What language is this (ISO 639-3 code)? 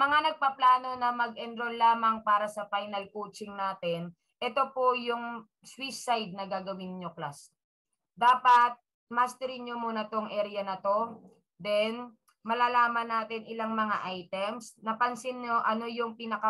fil